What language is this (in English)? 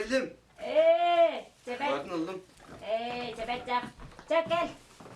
Yakut